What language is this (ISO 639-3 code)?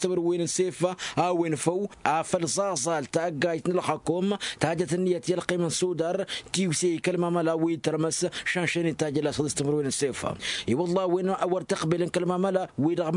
taq